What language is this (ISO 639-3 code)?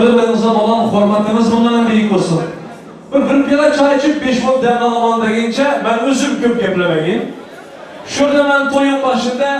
tuk